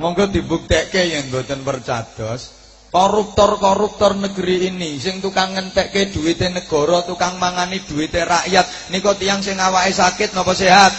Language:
Javanese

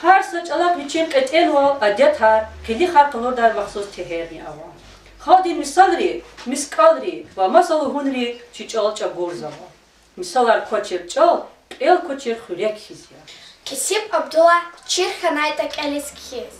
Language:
Lezghian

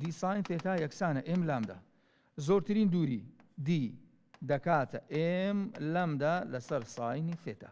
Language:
Central Kurdish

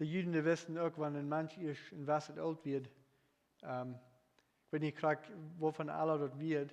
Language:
Plautdietsch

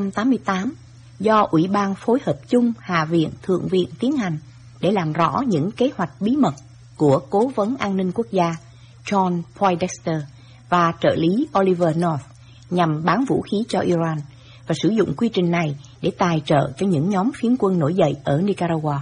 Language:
Vietnamese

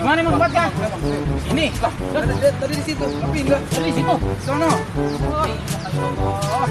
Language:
Betawi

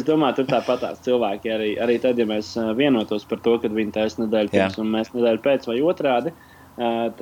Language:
Latvian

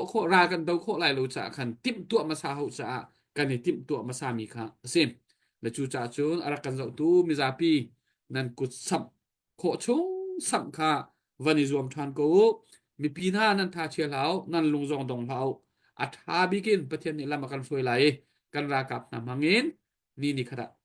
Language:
Hakha Chin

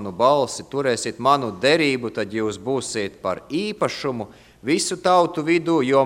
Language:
Latvian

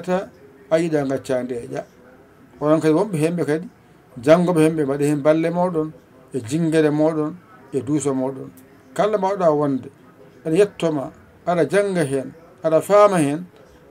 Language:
Fula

